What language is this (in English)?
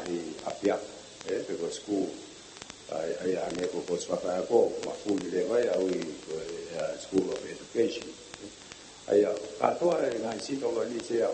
Tongan